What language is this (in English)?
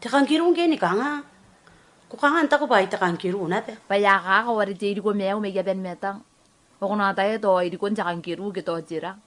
Gilbertese